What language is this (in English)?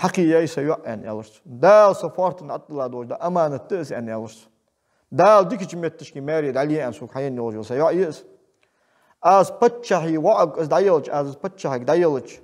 Ingush